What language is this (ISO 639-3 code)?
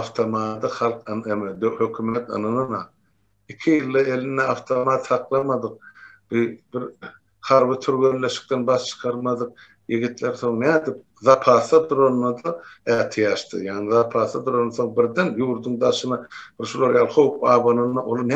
tuk